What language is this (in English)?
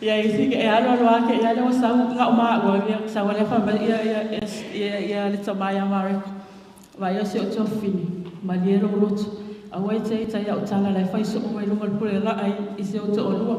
Samoan